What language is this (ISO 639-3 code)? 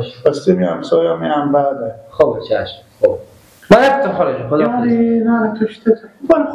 fas